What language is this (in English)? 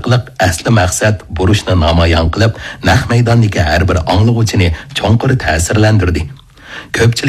Uyghur